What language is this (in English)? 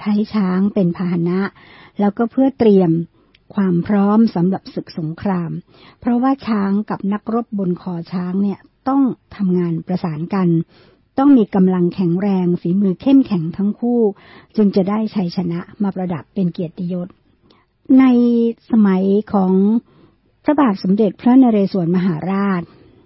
Thai